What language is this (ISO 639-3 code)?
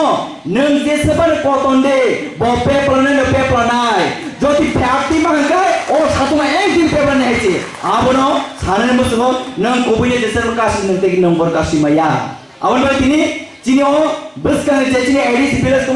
trp